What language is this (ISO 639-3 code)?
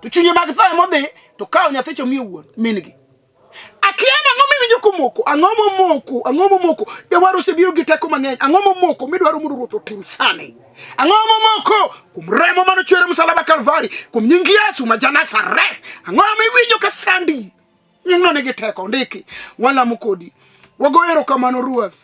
luo